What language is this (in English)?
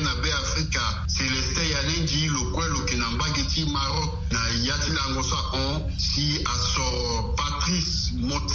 Sango